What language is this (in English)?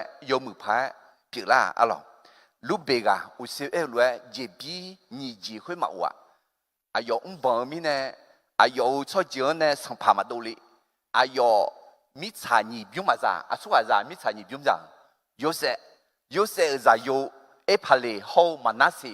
Akha